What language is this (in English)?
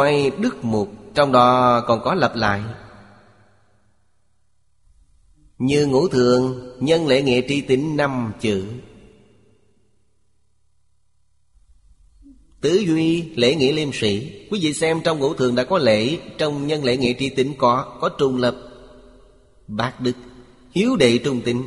Vietnamese